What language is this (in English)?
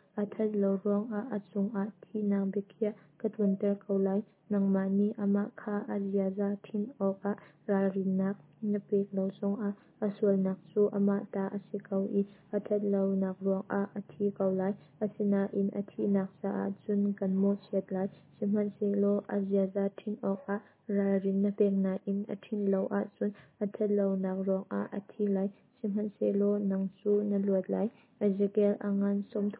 Hakha Chin